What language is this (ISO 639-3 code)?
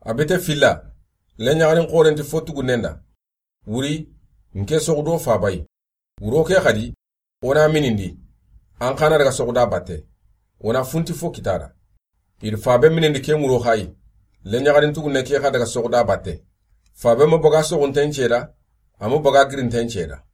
snk